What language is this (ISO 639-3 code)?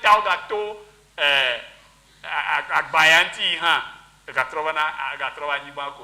ewe